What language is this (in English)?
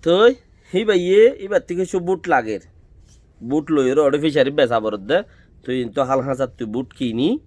Rohingya